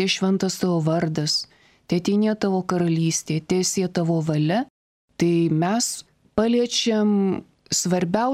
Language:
Lithuanian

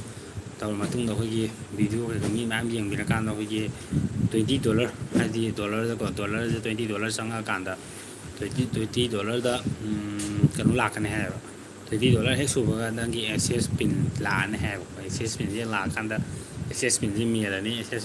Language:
Manipuri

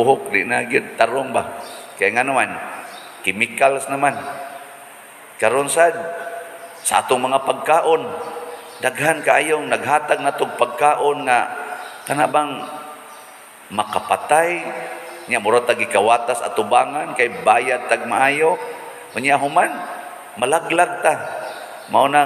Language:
Cebuano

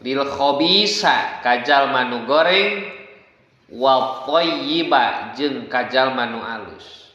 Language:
Sundanese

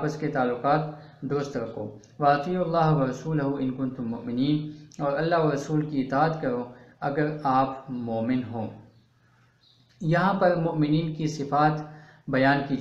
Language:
Urdu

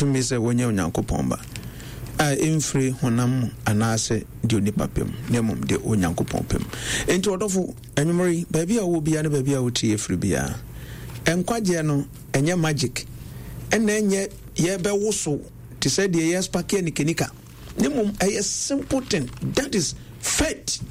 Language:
Akan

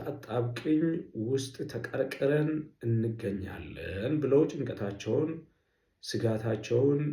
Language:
Amharic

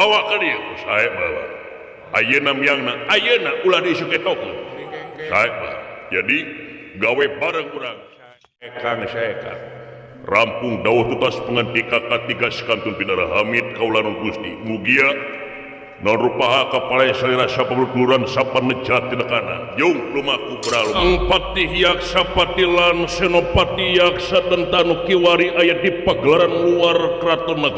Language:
Sundanese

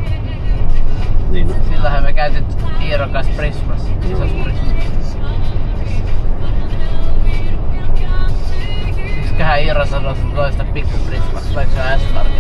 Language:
Finnish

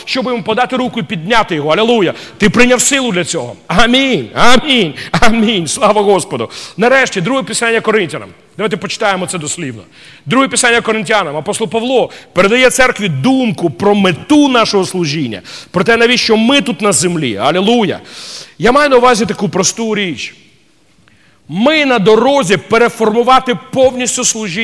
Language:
Ukrainian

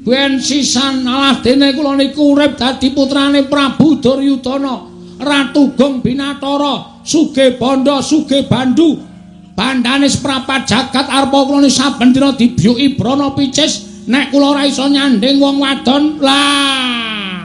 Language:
Javanese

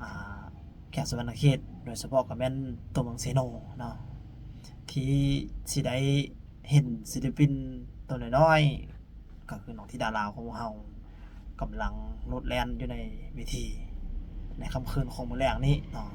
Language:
Lao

